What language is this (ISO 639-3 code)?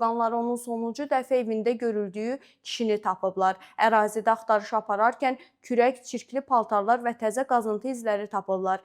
aze